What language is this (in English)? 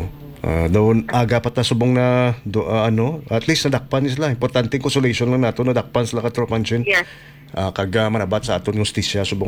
Hiligaynon